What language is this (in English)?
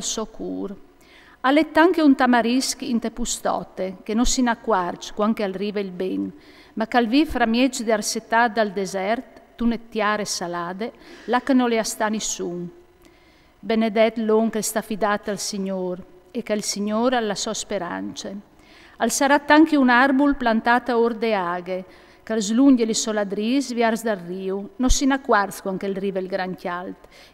Friulian